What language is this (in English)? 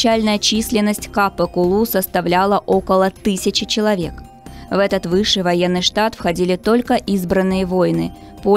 Russian